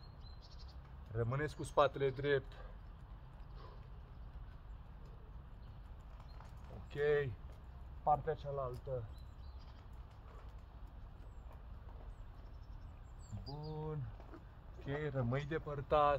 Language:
Romanian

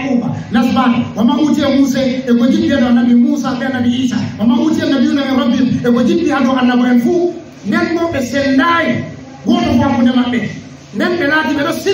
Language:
Fula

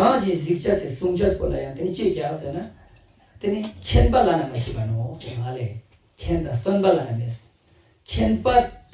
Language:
Ladakhi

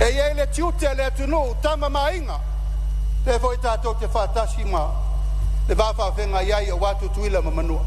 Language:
Samoan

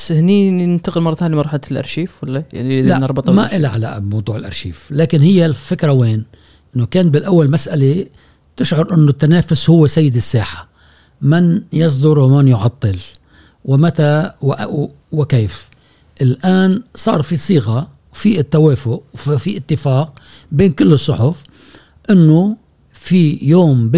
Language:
Gulf Arabic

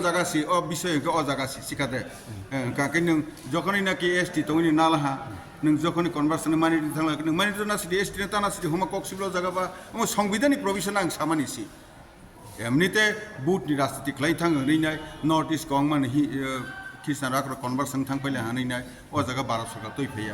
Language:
Kok Borok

